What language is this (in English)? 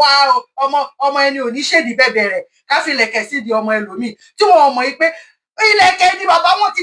Yoruba